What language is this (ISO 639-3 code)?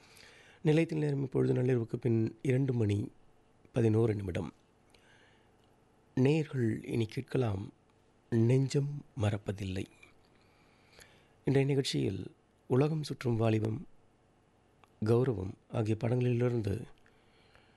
tam